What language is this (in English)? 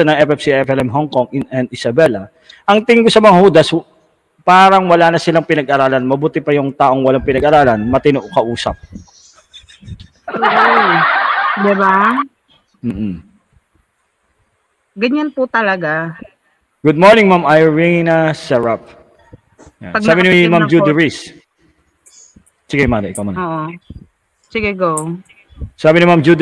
Filipino